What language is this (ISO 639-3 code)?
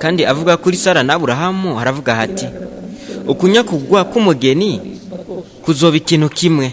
run